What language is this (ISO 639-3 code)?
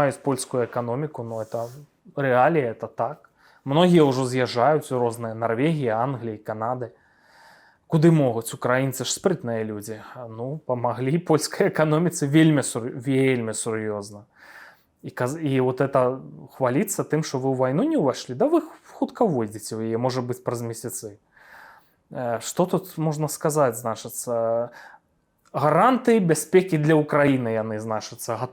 bel